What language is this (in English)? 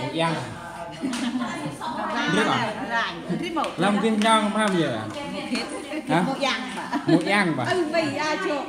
Central Mnong